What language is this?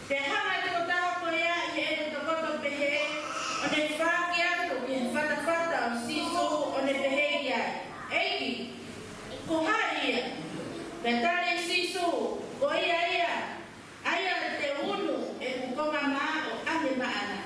Tongan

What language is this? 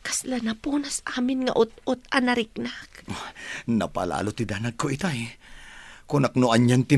Iloko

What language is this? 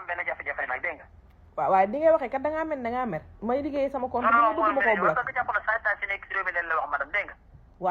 Wolof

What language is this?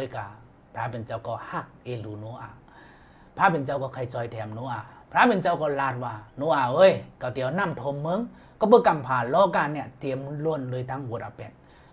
Shan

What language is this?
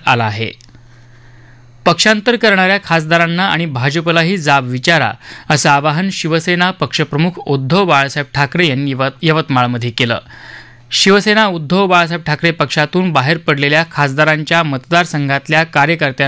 Marathi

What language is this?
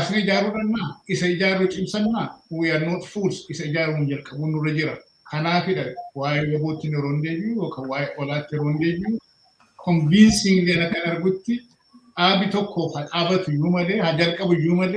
Oromo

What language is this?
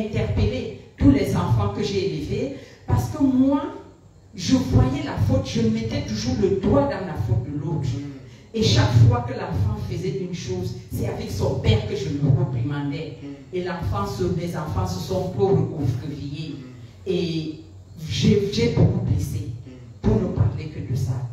French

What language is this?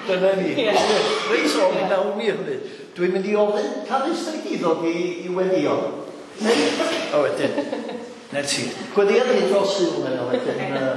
Welsh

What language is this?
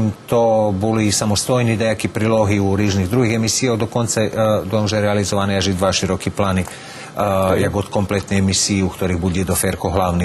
Rusyn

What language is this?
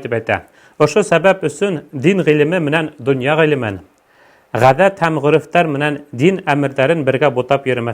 Bashkir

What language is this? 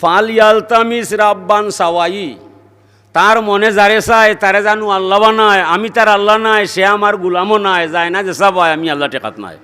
Sylheti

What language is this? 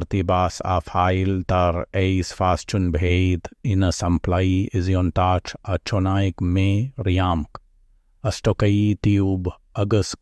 Irish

